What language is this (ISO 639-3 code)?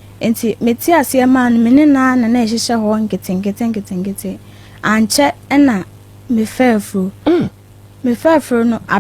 aka